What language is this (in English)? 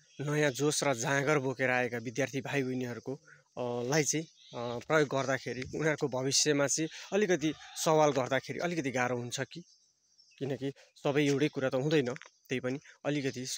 Nepali